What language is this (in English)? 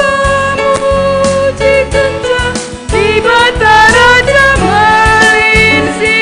Batak Karo